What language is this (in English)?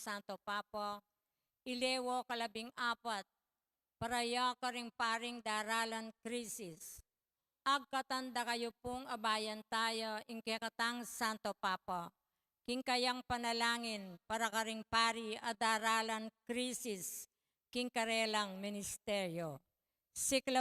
Pampanga